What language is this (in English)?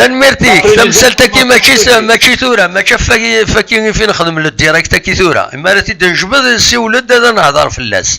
Kabyle